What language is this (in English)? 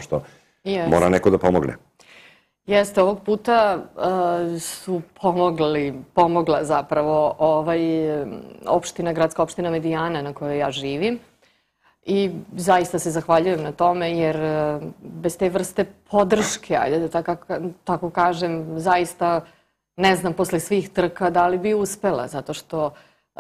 Serbian